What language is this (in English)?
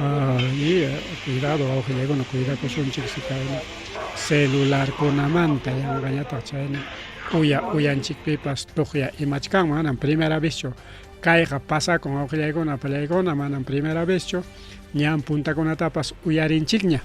Ayacucho Quechua